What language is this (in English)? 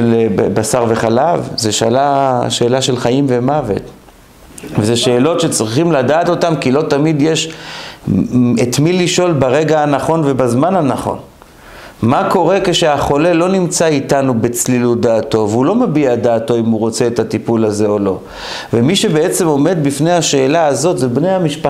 Hebrew